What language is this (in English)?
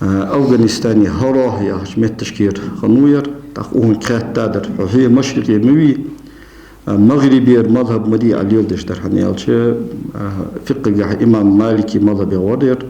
Ingush